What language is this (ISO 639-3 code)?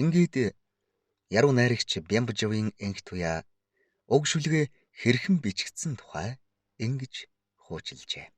mon